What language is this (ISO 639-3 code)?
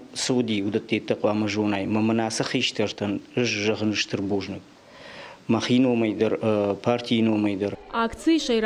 oss